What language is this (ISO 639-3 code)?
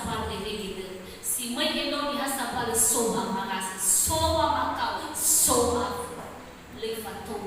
nia